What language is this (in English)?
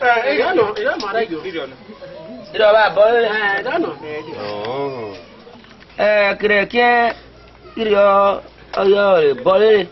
Esan